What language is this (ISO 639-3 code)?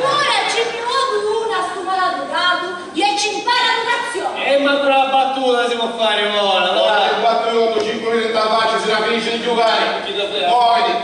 scn